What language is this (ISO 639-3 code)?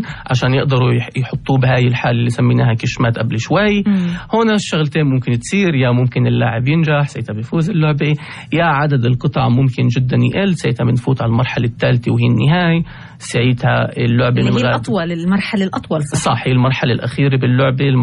apc